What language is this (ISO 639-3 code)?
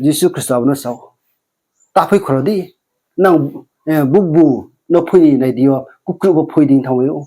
ria